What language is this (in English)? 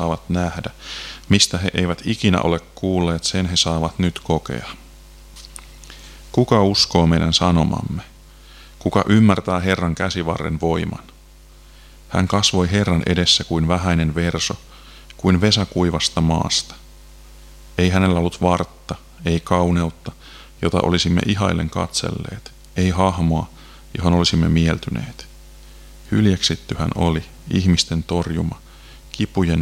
Finnish